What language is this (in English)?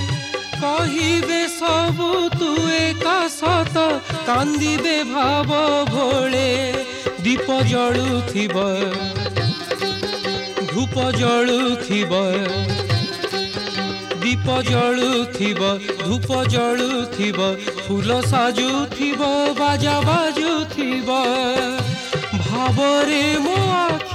Odia